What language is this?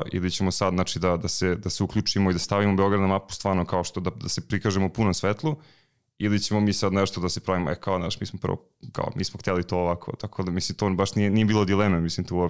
Serbian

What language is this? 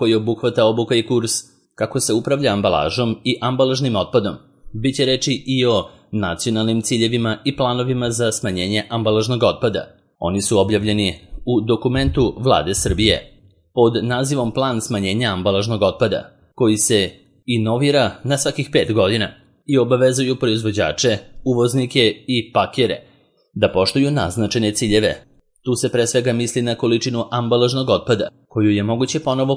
Serbian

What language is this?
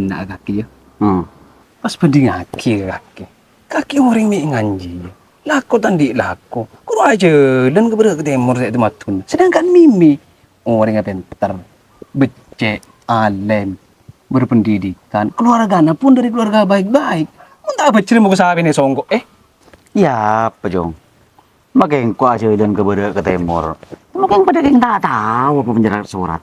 Madurese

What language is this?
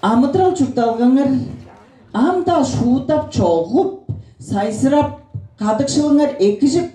Tuvinian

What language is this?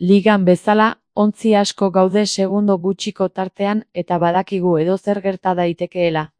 Basque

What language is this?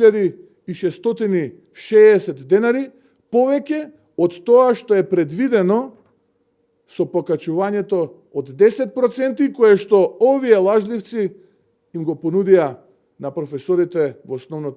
Macedonian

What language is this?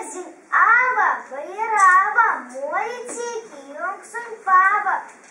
Erzya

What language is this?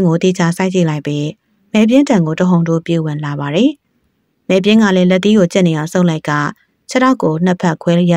Burmese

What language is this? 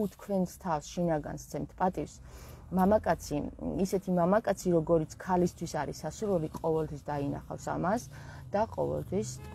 Georgian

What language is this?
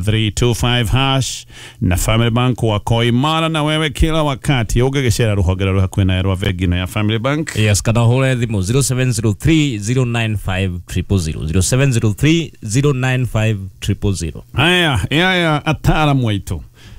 Kikuyu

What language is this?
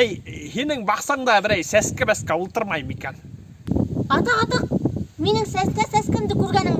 Bashkir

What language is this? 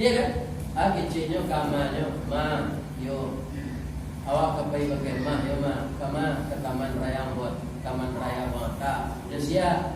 Minangkabau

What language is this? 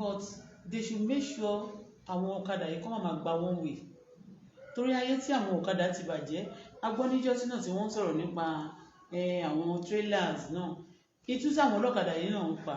Yoruba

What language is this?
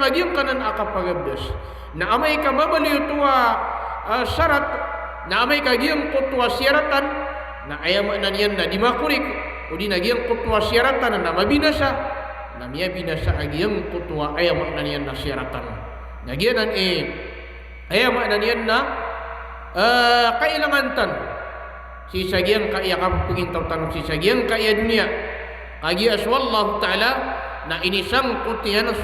Maranao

